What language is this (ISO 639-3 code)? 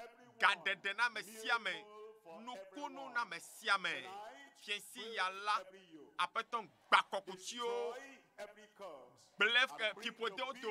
ewe